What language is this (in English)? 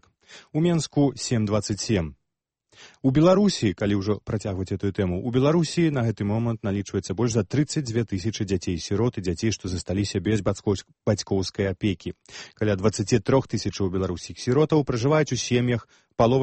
Belarusian